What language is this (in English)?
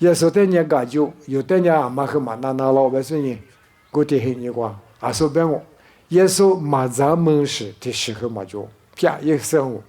Lisu